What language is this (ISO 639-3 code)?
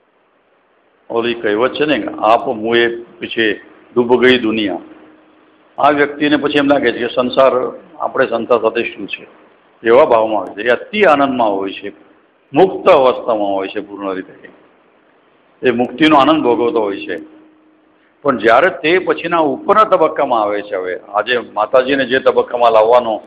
guj